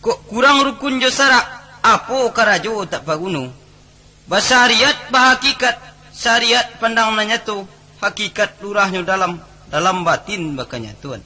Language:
Minangkabau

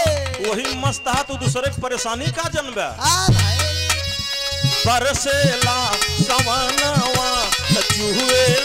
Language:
Bhojpuri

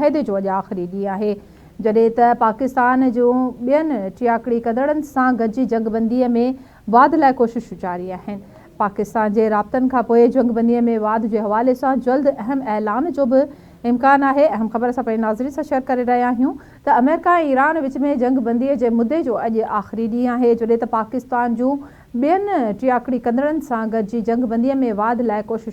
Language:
Sindhi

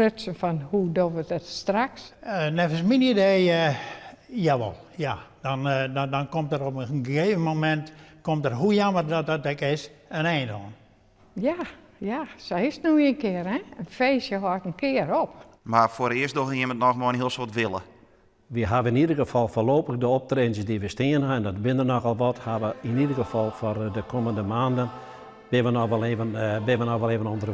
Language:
Western Frisian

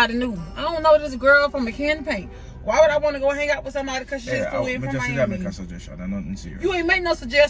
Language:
Jamaican Creole English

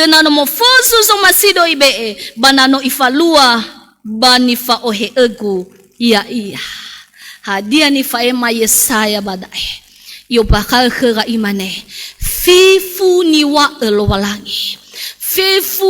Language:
Nias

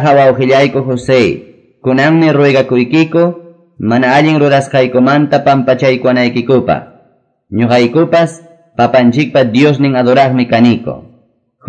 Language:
Quechua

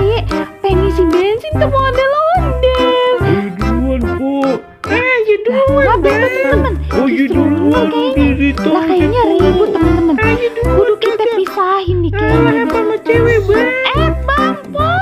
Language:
Betawi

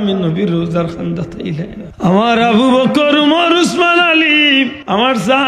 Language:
Sylheti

